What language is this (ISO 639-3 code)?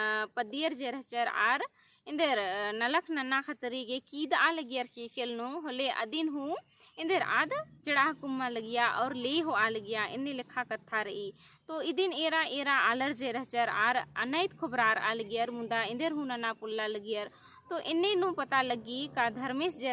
kru